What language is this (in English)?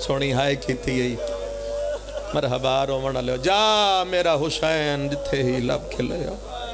Pahari-Potwari